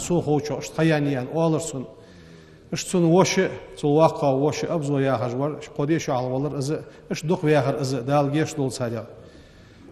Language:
Ingush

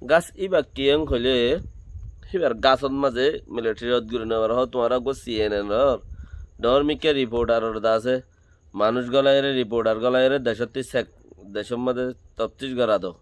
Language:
Rohingya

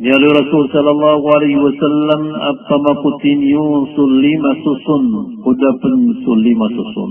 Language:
Maranao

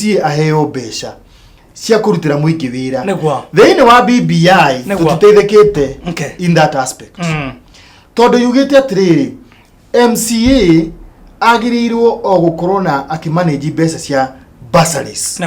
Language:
Kikuyu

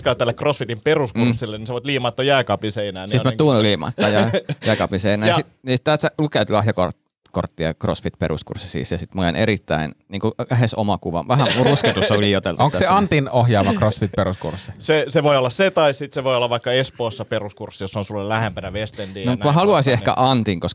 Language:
Finnish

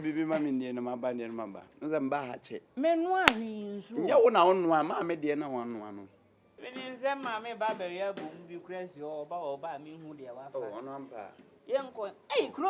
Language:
Akan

